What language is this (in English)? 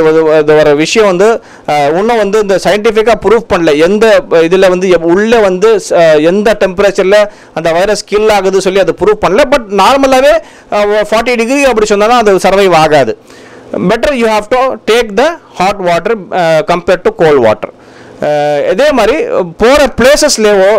Tamil